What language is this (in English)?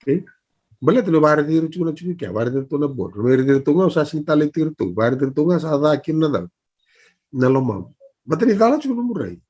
Fijian